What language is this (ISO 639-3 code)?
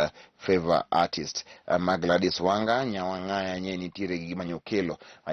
luo